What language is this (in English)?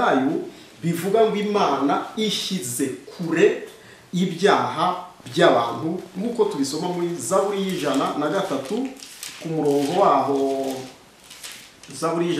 Kinyarwanda